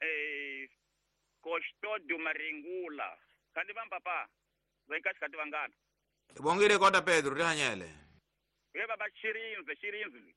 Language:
Tsonga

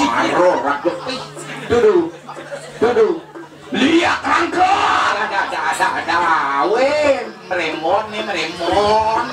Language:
Balinese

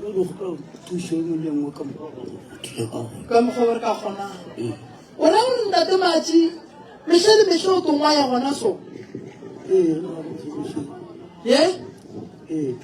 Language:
Northern Sotho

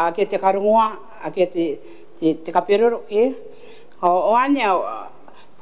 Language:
Gilbertese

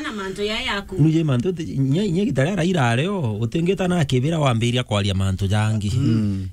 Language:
Meru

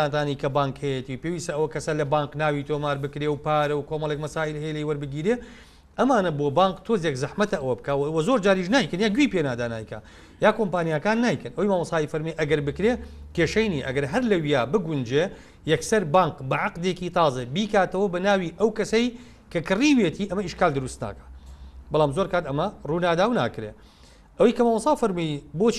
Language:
Central Kurdish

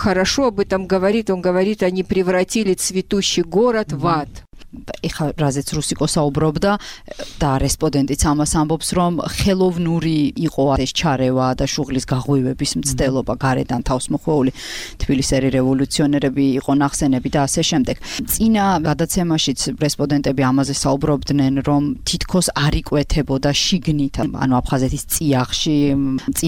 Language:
Georgian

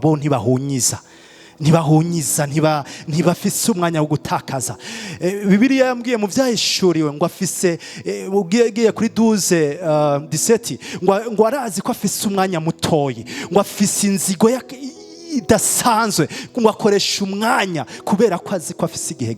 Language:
Rundi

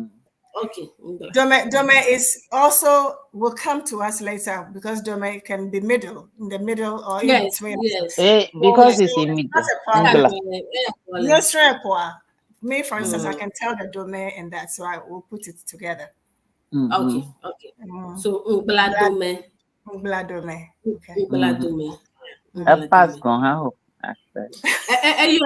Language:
Ewe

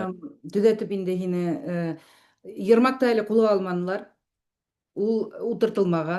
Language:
Bashkir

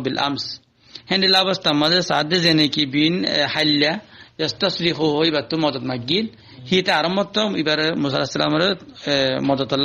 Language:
Rohingya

